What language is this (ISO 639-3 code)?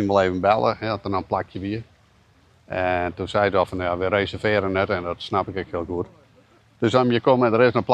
fry